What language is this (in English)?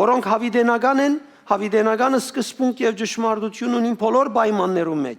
Western Armenian